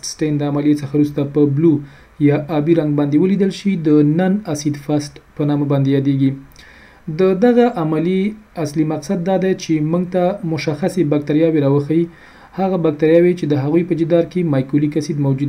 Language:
Pashto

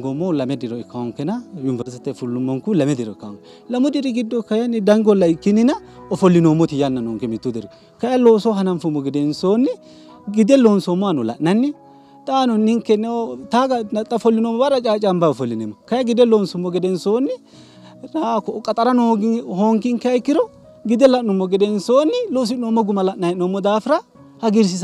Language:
Sidamo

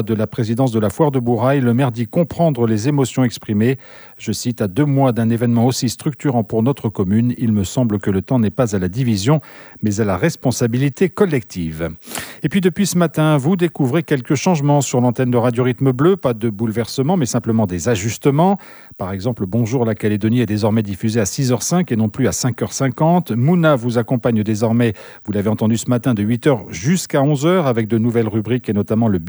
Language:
French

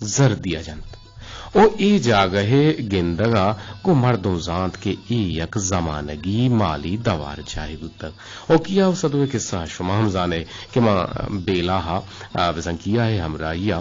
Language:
Eastern Balochi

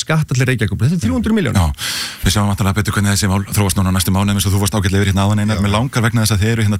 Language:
Icelandic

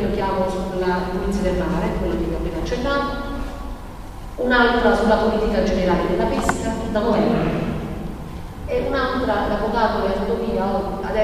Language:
Italian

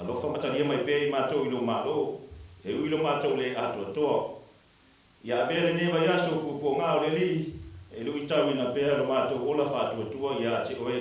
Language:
Samoan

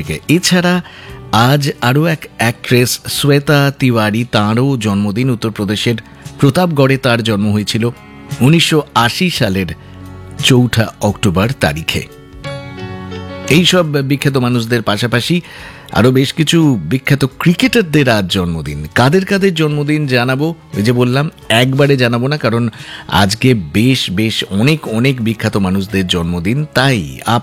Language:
Bangla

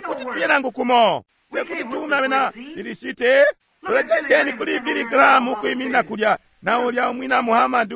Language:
Bemba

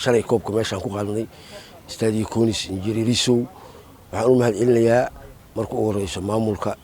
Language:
Somali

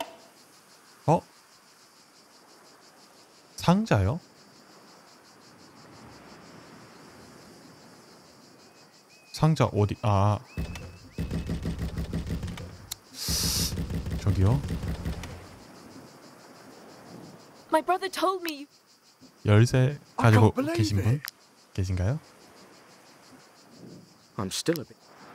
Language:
Korean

